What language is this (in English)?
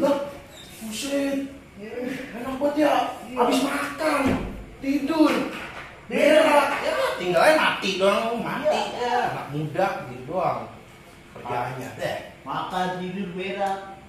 Betawi